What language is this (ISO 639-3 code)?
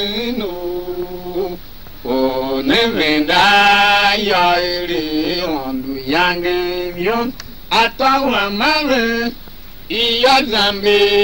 tiv